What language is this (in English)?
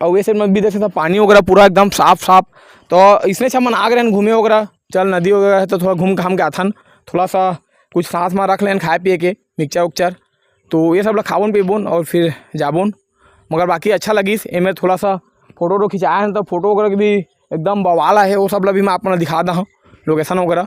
Chhattisgarhi